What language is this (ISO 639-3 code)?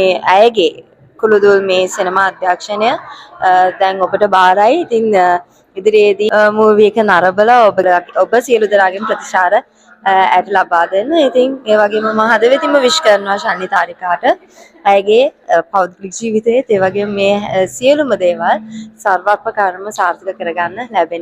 sin